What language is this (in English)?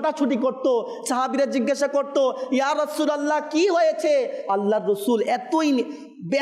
Bangla